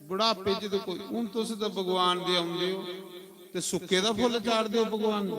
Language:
Dogri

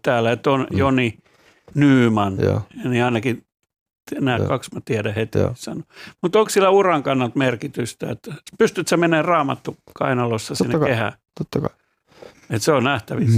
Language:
Finnish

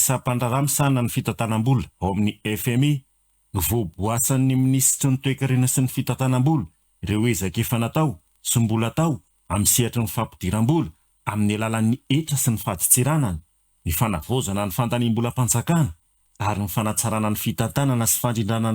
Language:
Malagasy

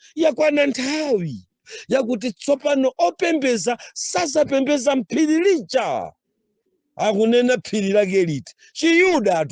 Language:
Nyanja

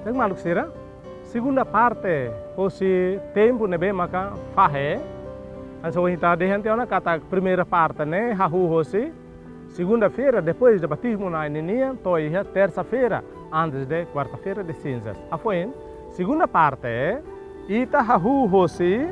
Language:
Tetum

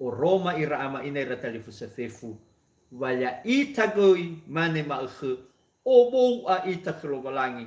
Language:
Nias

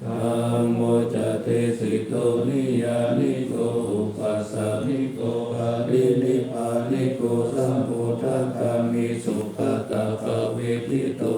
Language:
Pali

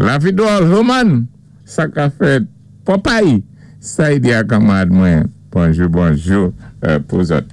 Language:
Saint Lucian Creole French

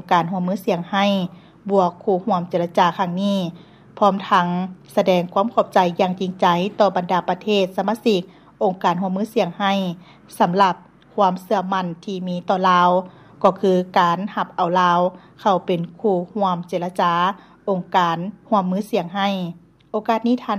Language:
Lao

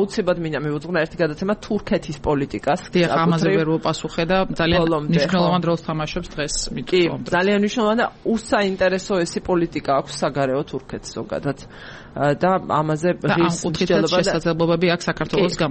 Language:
Georgian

